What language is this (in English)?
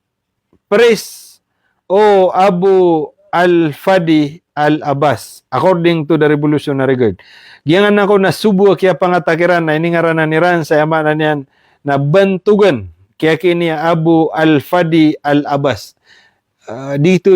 Maranao